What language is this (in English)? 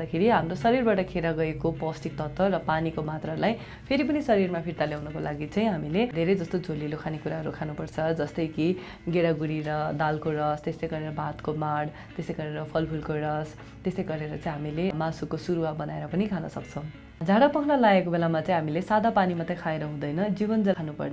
Nepali